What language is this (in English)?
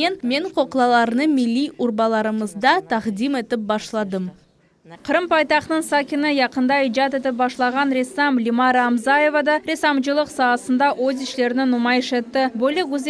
Crimean Tatar